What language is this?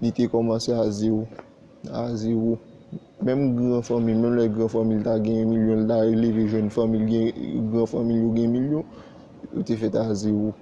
Haitian Creole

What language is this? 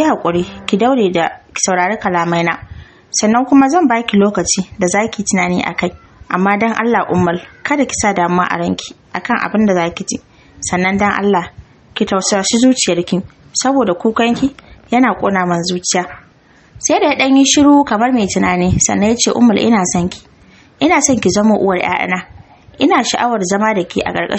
Hausa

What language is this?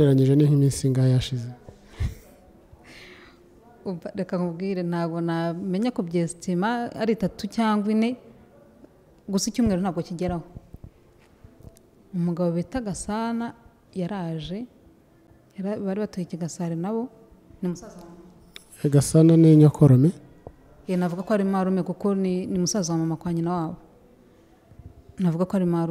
Kinyarwanda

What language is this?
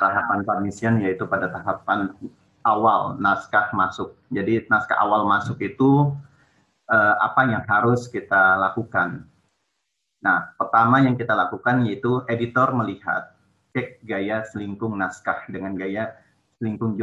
Indonesian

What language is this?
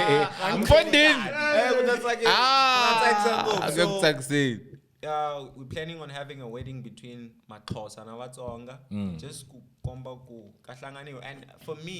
Tsonga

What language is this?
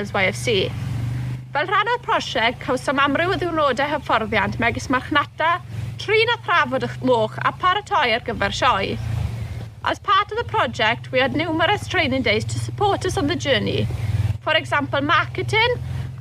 Welsh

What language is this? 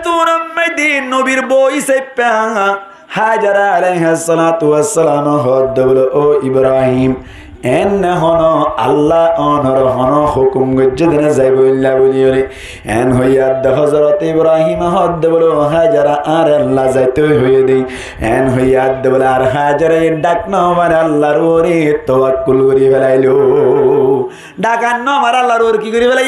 Rohingya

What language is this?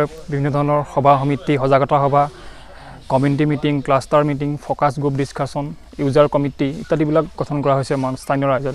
Assamese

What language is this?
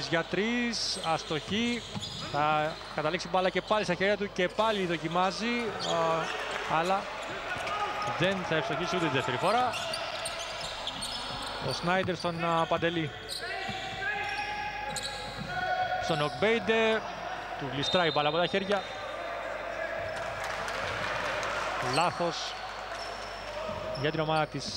Greek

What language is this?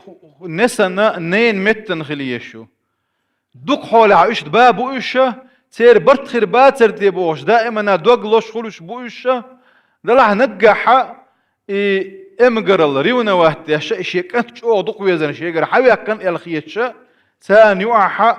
Chechen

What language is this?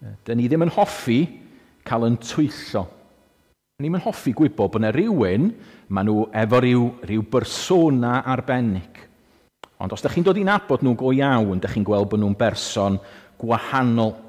Welsh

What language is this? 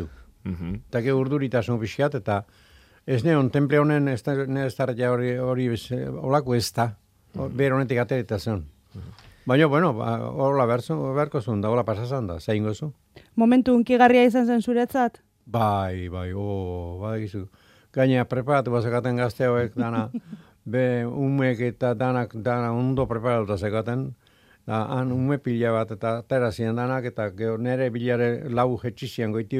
Basque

